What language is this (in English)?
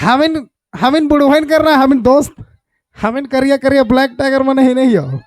Sadri